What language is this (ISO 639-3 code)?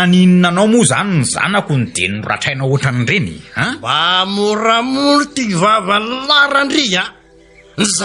mlg